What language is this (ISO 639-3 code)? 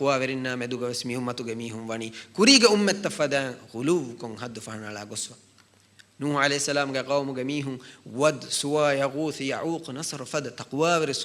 div